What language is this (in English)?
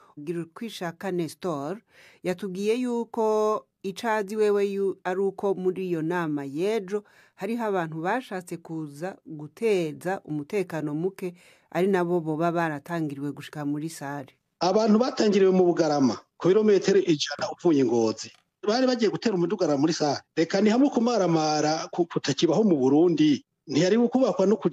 Rundi